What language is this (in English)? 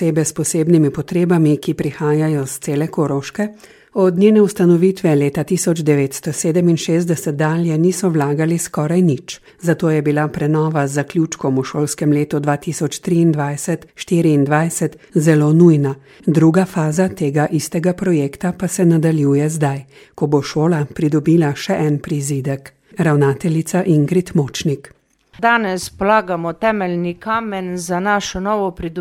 Slovenian